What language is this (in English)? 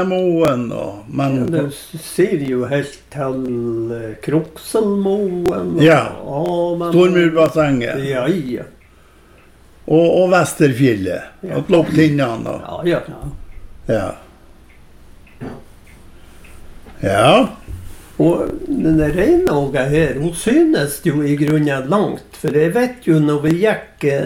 Norwegian